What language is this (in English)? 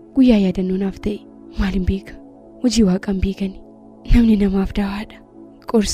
Oromo